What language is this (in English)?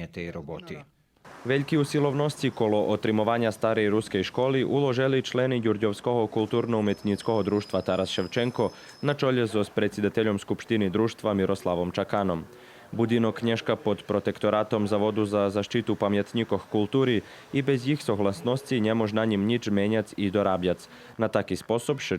Rusyn